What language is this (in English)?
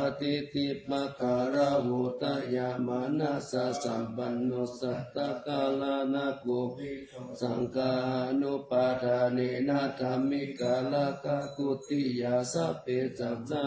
Pali